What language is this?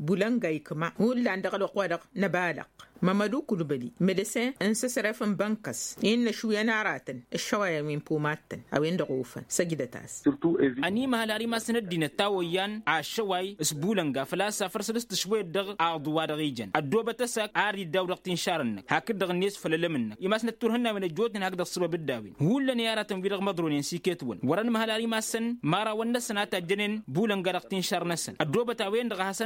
Tamasheq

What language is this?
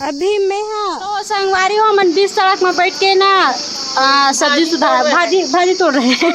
Chhattisgarhi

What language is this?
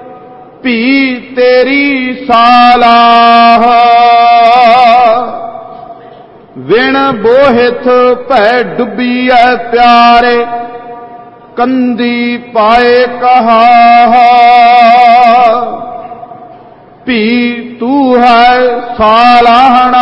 Punjabi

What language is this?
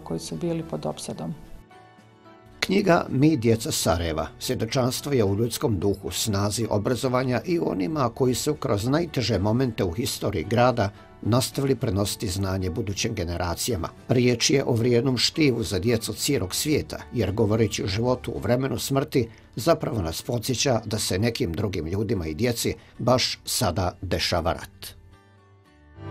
Bosnian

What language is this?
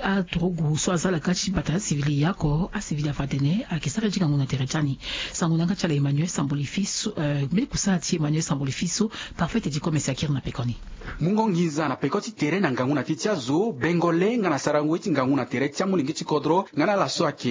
Sango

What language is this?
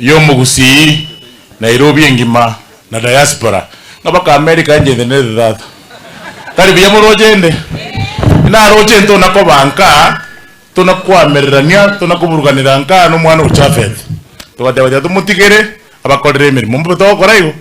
Gusii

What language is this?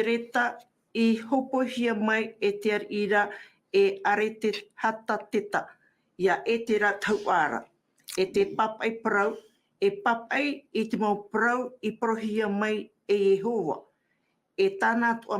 Tahitian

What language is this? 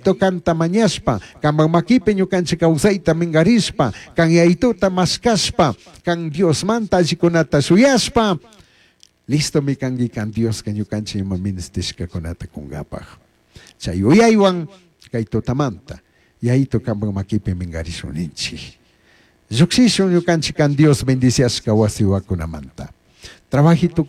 Chimborazo Highland Quichua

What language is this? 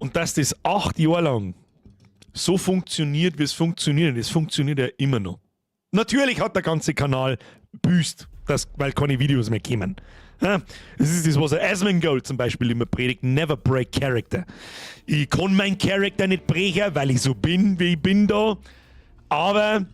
Bavarian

